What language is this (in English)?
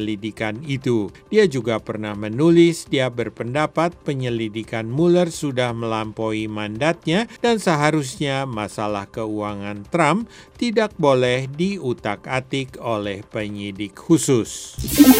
Indonesian